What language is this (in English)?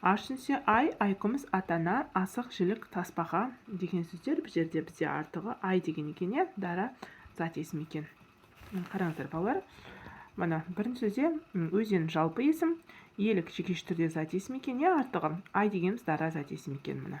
Kazakh